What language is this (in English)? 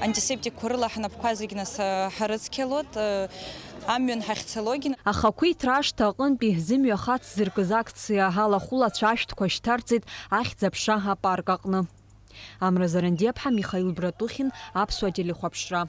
Abkhazian